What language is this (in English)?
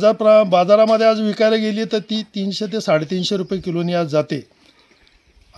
Marathi